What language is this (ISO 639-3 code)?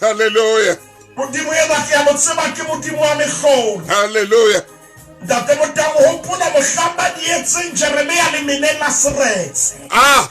sot